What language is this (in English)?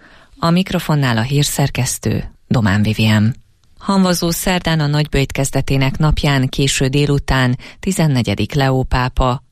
Hungarian